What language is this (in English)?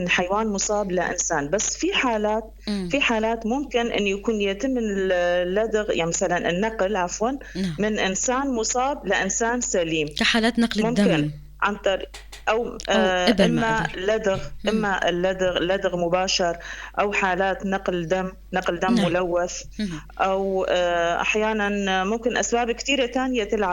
North Levantine Arabic